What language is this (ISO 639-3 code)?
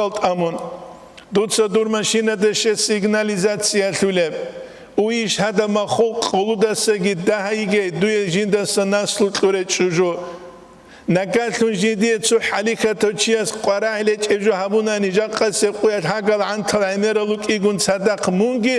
ava